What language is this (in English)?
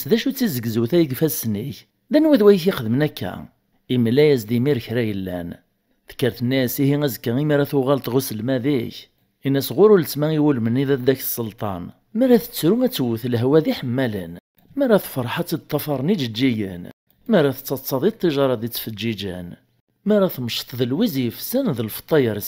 Kabyle